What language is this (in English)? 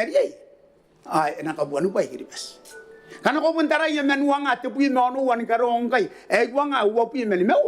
Gilbertese